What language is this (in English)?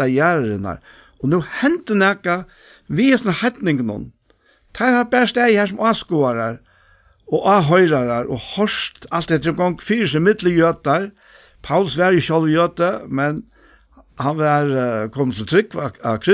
Faroese